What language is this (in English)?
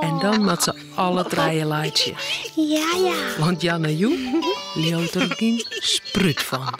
Western Frisian